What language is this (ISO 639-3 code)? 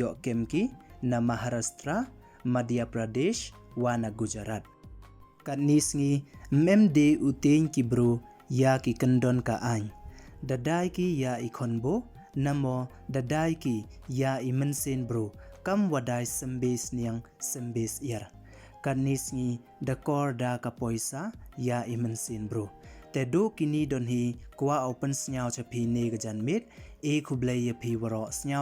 pbv